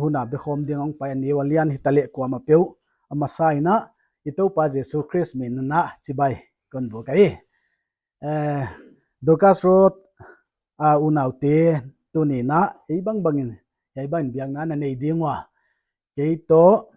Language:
Paite Chin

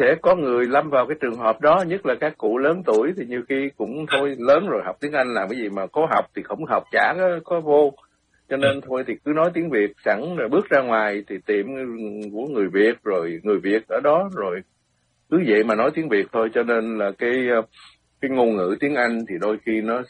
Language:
Vietnamese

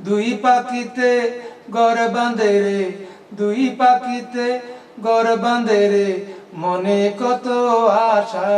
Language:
Sylheti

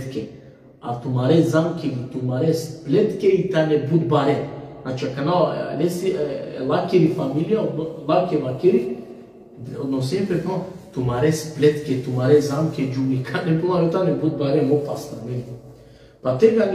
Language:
Balkan Romani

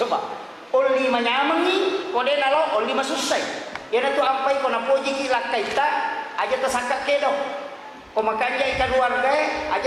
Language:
Buginese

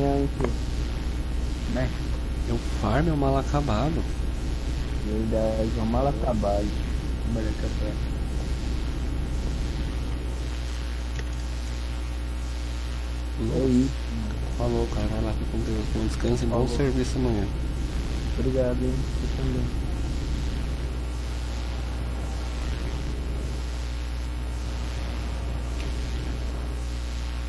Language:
Portuguese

